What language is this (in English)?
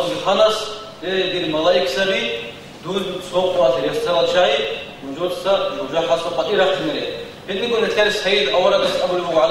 Avaric